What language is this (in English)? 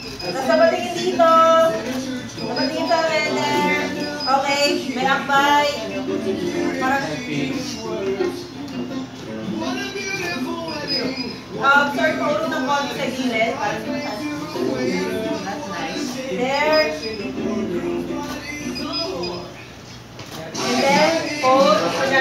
Filipino